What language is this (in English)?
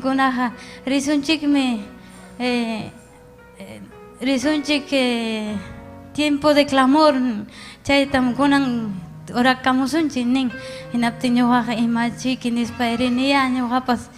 Ayacucho Quechua